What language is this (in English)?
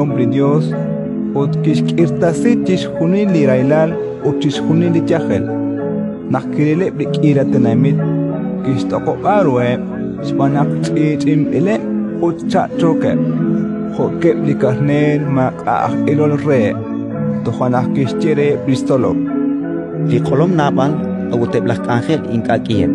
Kekchí